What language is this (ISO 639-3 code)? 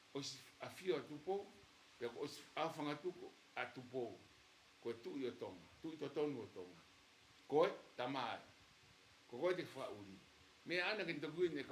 ton